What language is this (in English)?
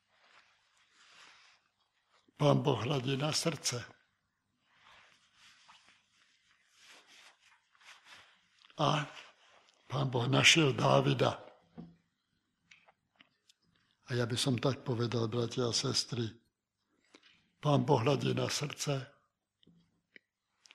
Slovak